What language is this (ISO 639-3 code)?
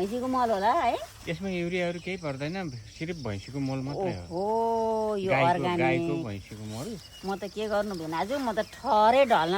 nep